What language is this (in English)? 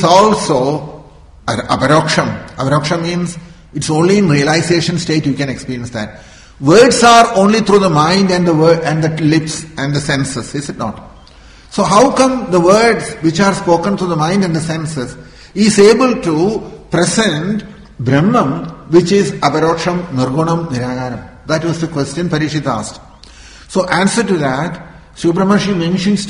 English